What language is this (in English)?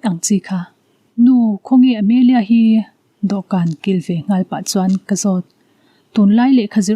Mizo